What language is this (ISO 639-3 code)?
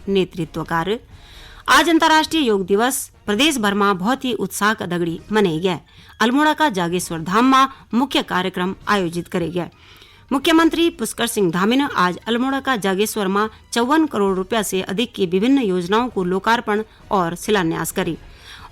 gbm